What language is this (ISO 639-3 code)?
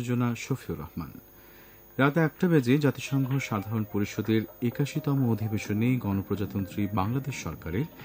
ben